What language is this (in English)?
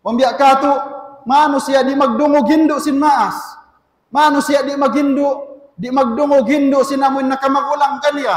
Tausug